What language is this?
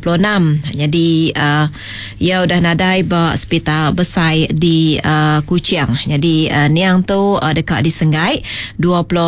Iban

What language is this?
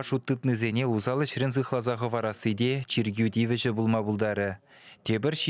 Chuvash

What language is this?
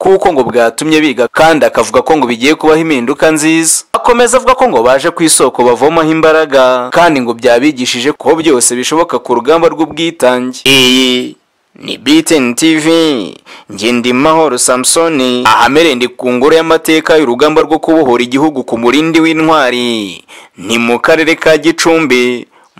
Kinyarwanda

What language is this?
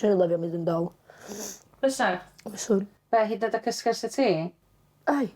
Welsh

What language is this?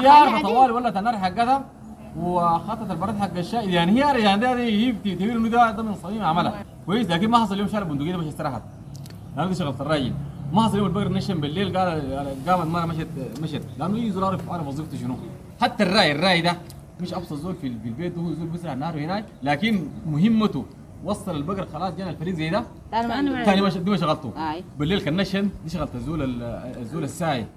Sudanese Arabic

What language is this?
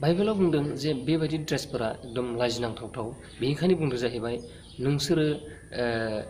Bodo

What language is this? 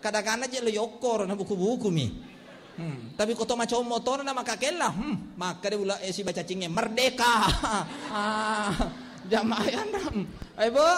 Buginese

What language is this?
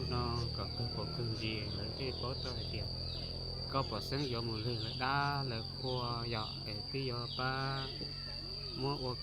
Hmong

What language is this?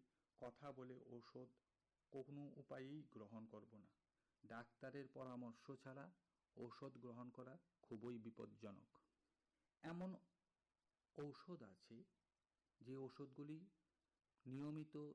Bangla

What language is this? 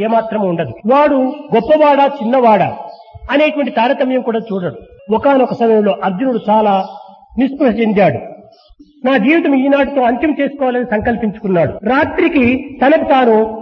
Telugu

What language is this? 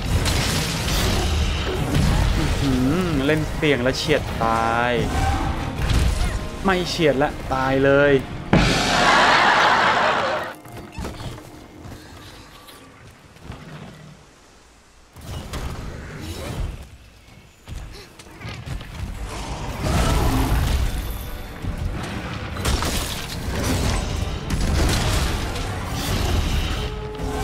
Thai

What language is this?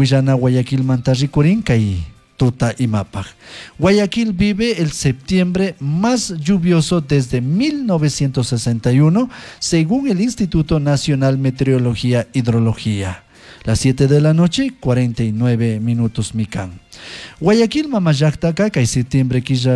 Chimborazo Highland Quichua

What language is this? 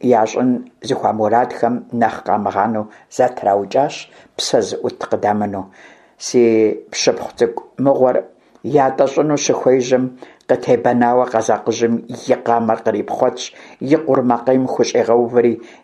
Kabardian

